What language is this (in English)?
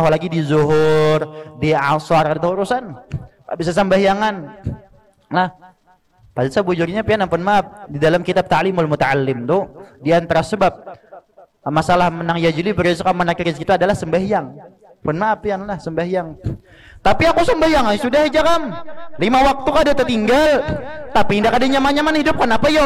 Banjar